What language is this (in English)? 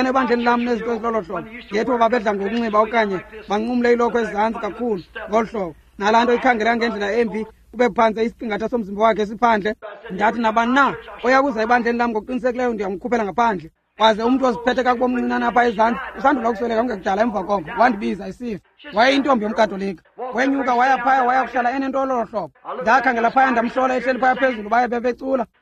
Xhosa